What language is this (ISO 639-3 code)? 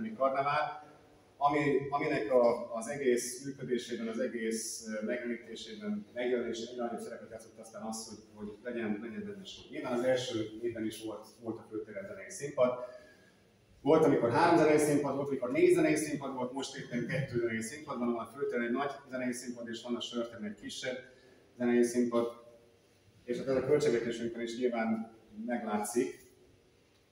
hun